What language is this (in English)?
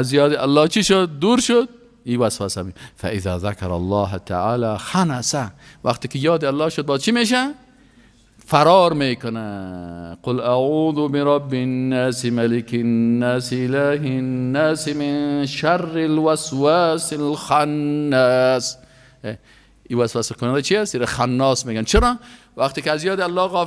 Persian